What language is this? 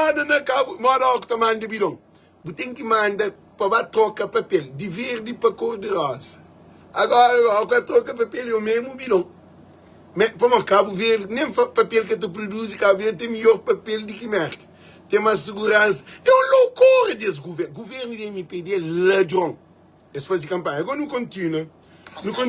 Kabuverdianu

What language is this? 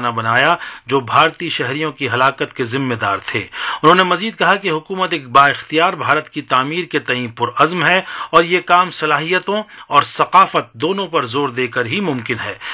Urdu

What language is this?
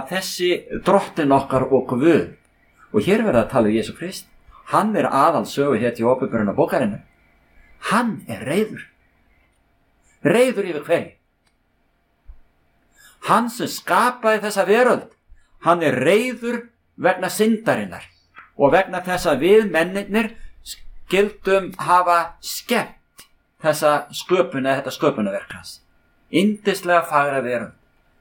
Icelandic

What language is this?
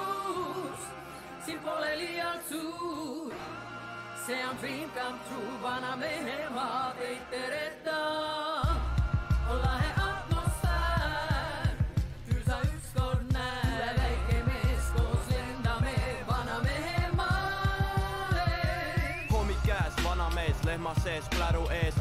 Estonian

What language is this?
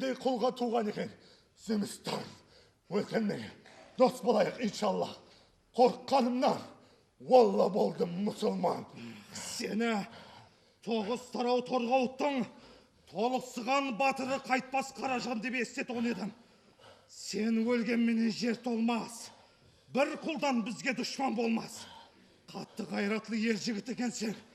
Kara-Kalpak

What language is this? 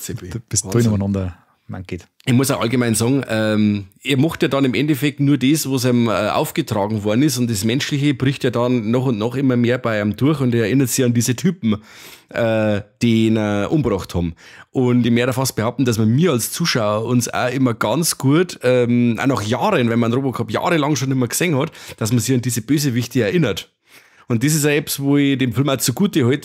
Bavarian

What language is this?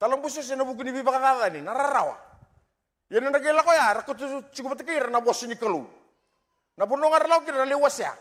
Fijian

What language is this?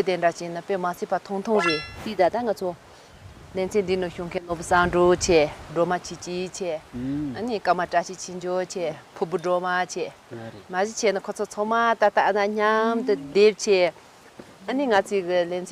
Tibetan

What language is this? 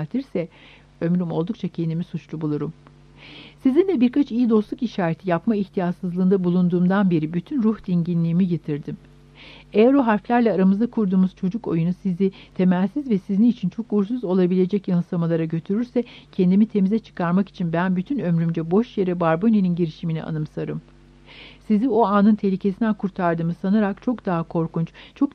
Turkish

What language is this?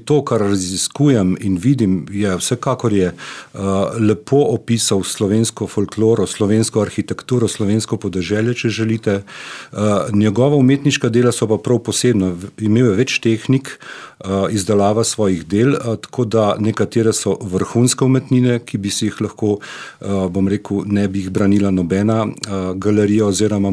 Slovenian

